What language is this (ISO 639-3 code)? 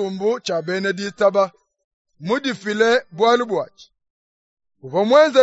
lua